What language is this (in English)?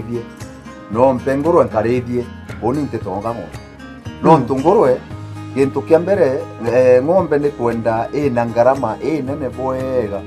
Meru